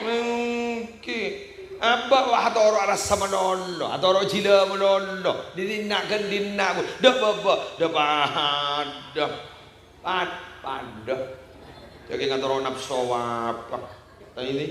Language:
Madurese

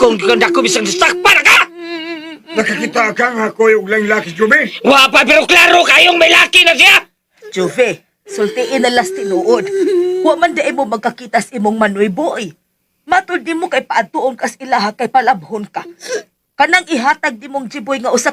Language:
Cebuano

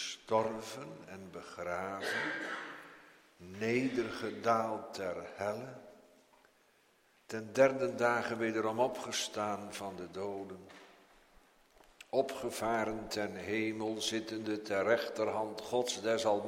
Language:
Dutch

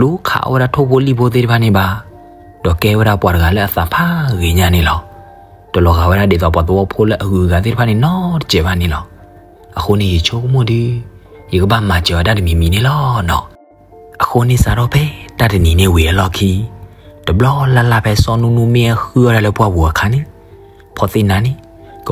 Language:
S'gaw Karen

